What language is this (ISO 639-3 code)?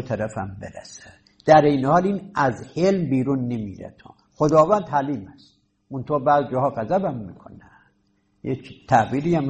fas